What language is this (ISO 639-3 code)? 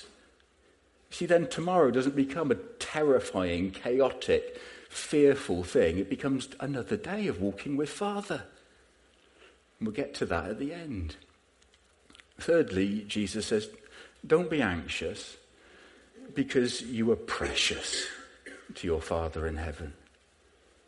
eng